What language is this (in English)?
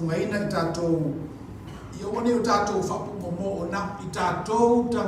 Samoan